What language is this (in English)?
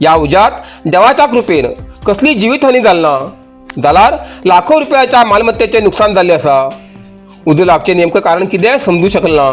Konkani